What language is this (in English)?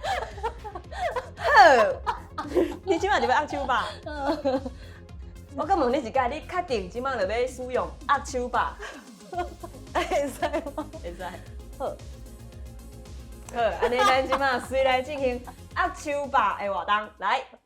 Min Nan Chinese